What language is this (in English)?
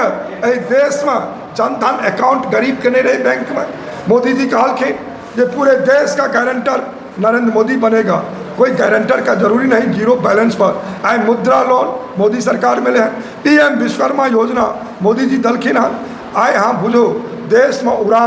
Maithili